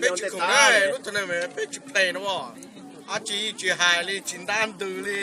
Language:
Hmong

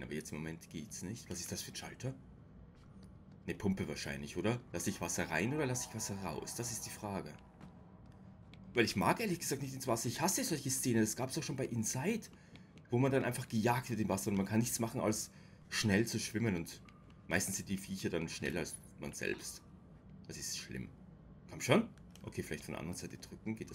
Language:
German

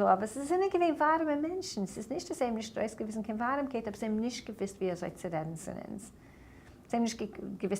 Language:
Yiddish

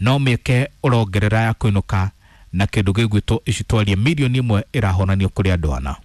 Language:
Kikuyu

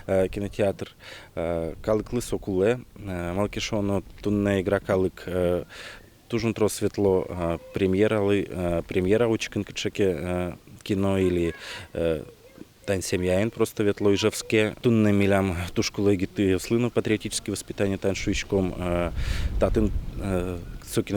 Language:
Udmurt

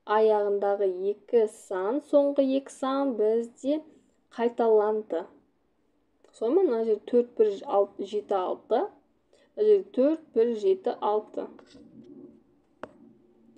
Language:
Kazakh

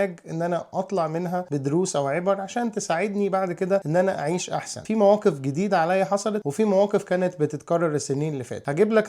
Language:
Egyptian Arabic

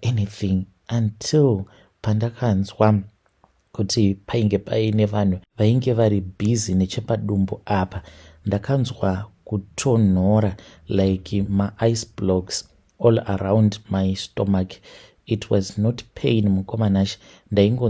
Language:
Shona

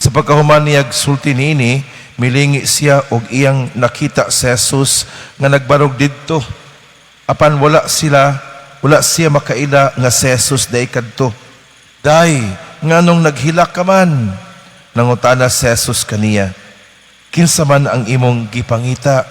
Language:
Cebuano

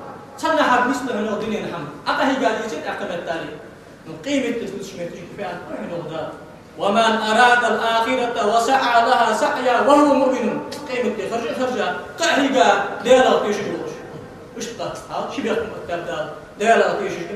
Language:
Ingush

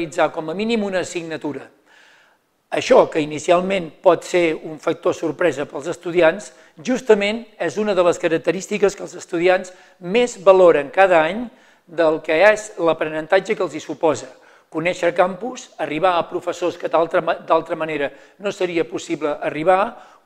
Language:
Catalan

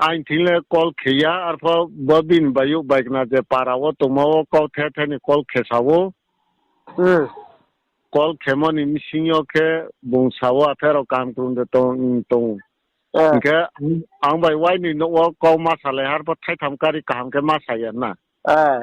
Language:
Riang (India)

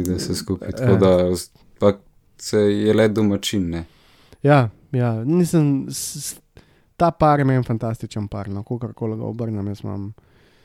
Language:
Slovenian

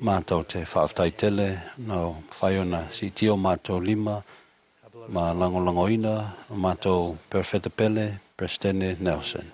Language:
Samoan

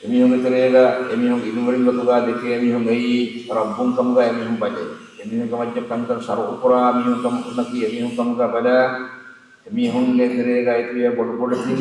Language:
Divehi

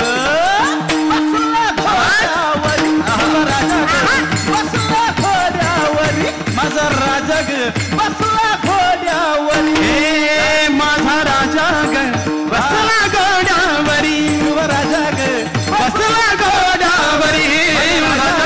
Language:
Marathi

